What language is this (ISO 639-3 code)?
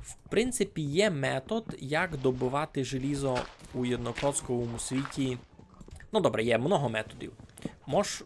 rue